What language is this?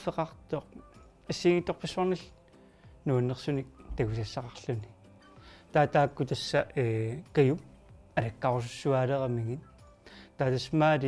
Kalaallisut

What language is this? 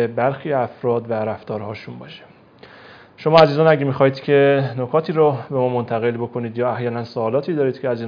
Persian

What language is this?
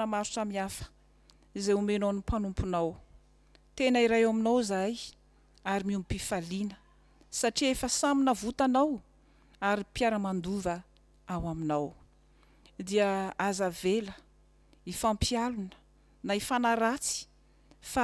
Malagasy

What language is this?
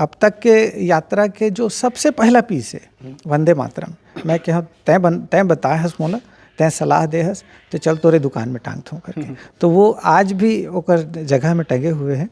Chhattisgarhi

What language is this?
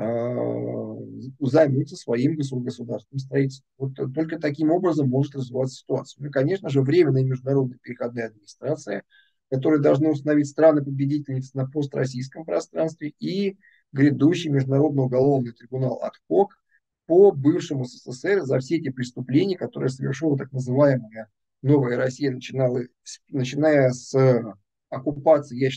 Russian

